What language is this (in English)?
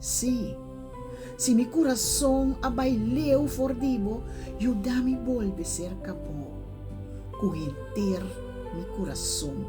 Papiamento